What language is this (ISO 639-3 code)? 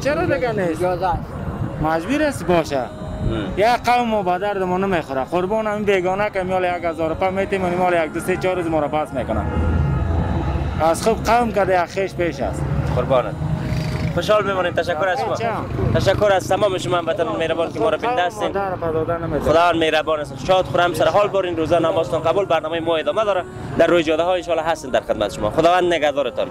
fas